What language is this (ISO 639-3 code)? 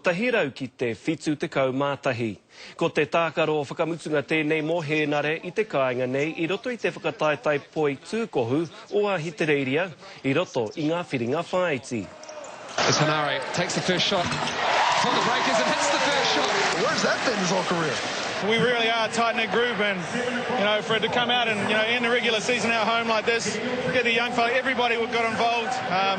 mri